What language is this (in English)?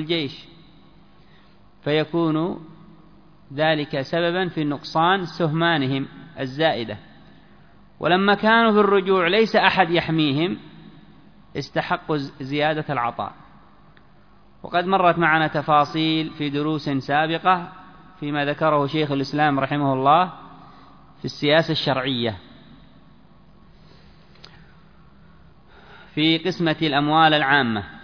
Arabic